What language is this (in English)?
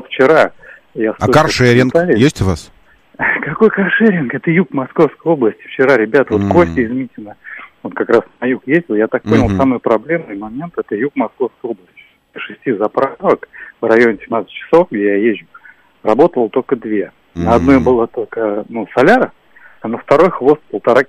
Russian